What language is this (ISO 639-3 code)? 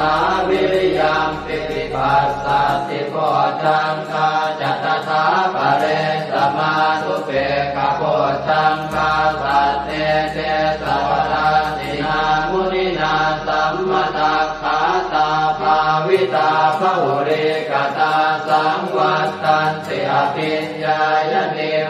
pli